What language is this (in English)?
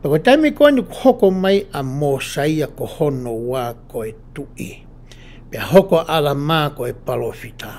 Tongan